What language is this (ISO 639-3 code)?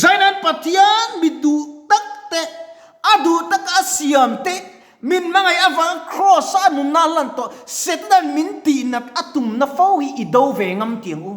lus